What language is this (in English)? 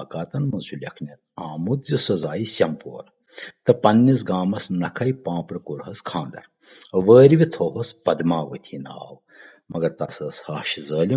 Kashmiri